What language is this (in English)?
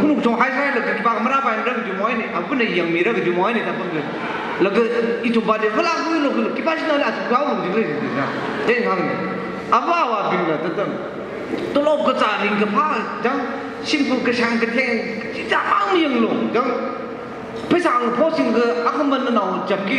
Tangkhul Naga (India)